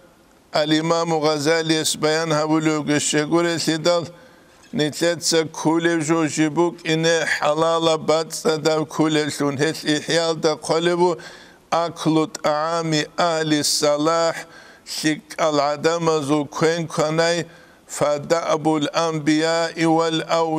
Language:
Avaric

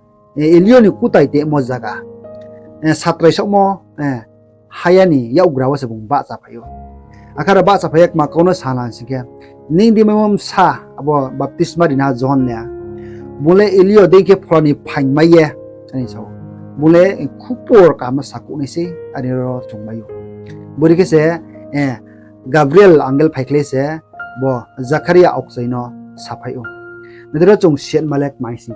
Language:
Riang (India)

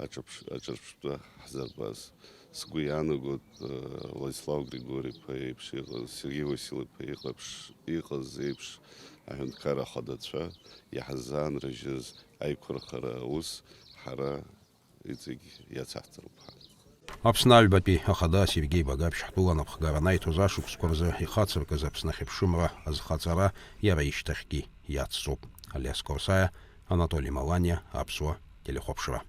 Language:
Abkhazian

